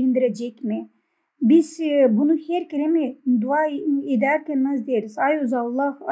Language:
Gagauz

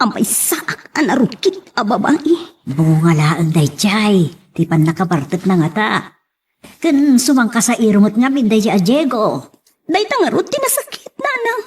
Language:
Iloko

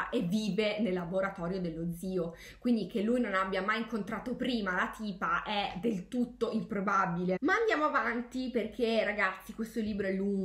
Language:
Italian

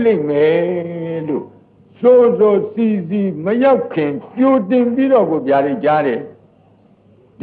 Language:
Burmese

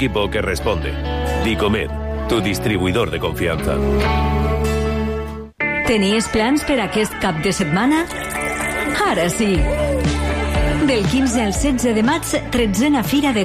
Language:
Catalan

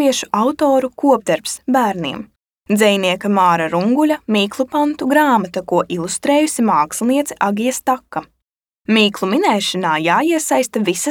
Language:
Latvian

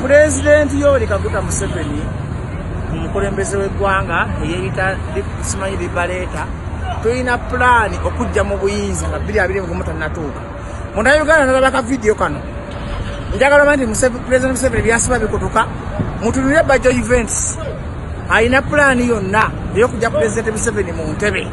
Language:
Ganda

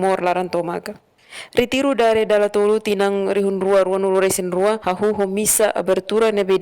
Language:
Tetum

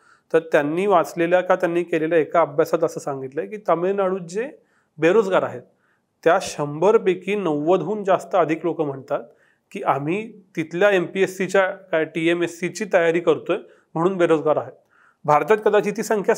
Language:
Marathi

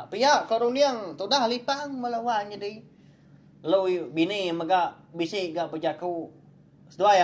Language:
Iban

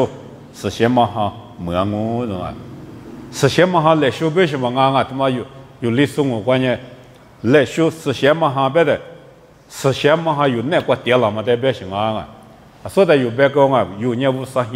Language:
Lisu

